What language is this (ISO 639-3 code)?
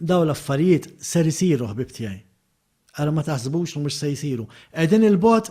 mlt